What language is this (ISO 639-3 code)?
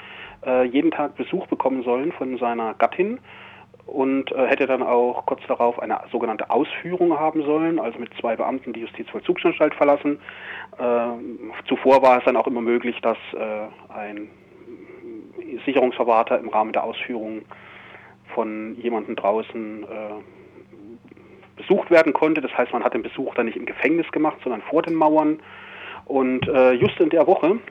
deu